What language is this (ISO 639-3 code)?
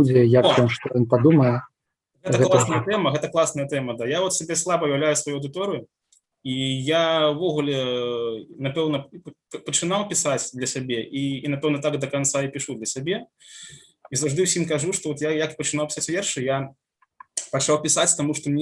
bel